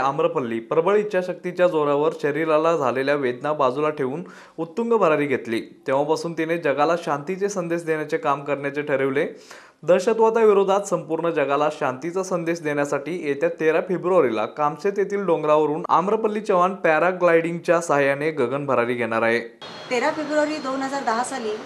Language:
Marathi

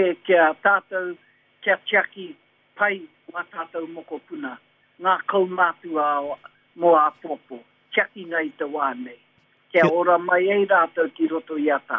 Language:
Māori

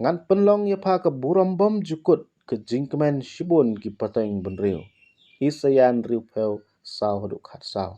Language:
Khasi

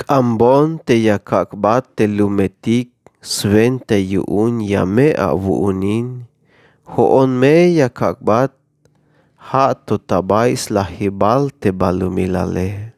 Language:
Tzeltal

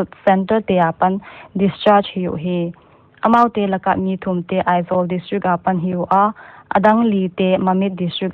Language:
Paite Chin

